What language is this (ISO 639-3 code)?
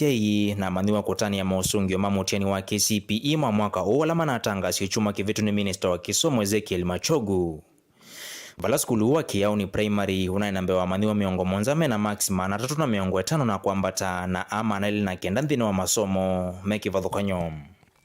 kam